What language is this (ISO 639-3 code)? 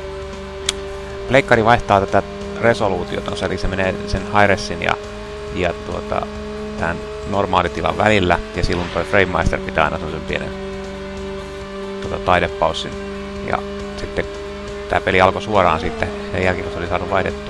fin